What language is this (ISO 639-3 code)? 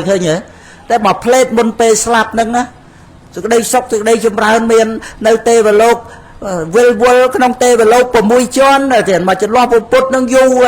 khm